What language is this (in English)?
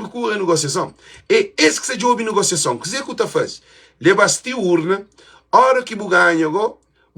Kabuverdianu